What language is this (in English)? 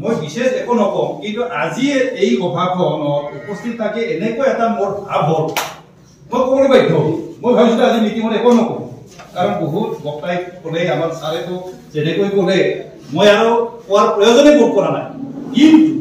Assamese